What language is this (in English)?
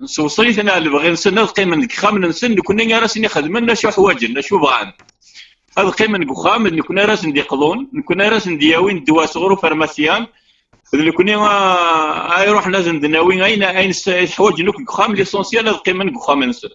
Kabyle